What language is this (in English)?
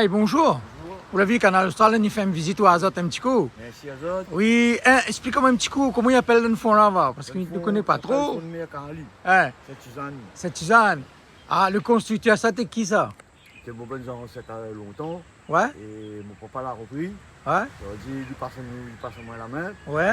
Réunion Creole French